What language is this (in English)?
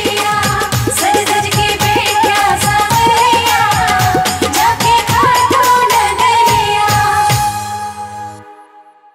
Hindi